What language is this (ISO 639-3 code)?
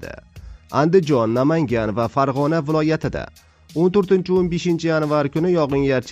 uzb